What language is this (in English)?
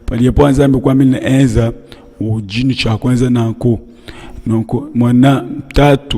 Luba-Lulua